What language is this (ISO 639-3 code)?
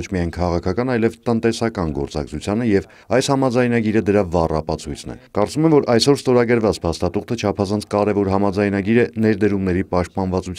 hye